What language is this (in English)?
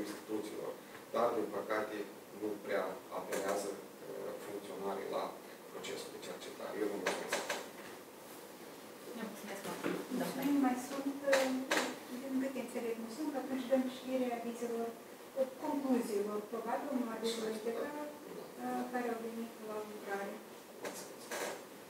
Romanian